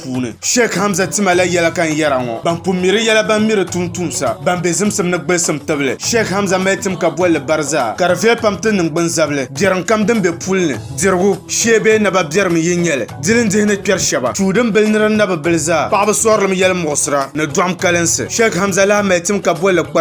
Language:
Dagbani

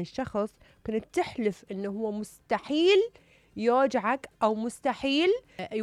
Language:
Mesopotamian Arabic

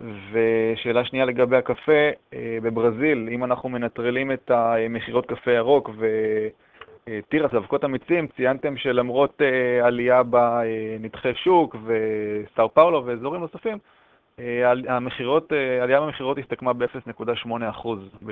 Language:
Hebrew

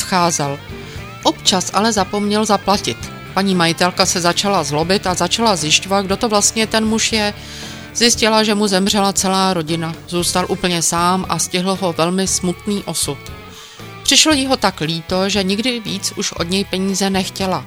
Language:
Czech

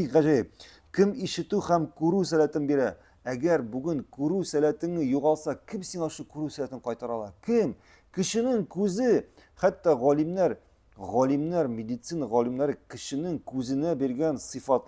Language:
Tatar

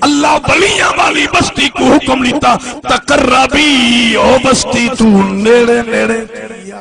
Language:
Saraiki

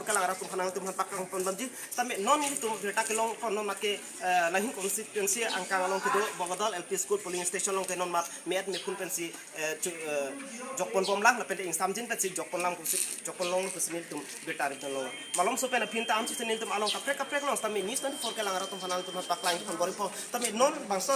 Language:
Karbi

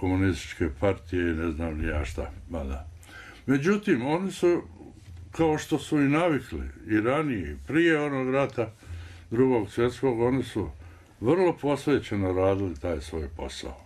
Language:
Bosnian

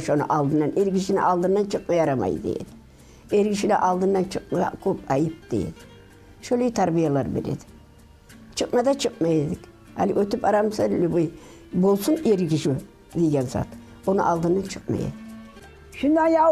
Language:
Kumyk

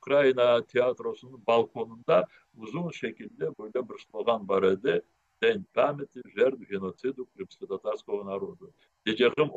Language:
Crimean Tatar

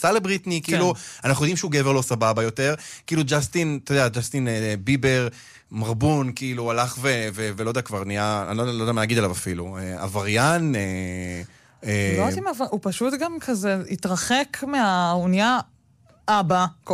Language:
Hebrew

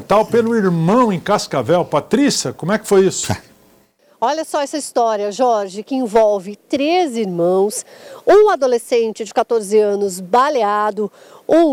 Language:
Portuguese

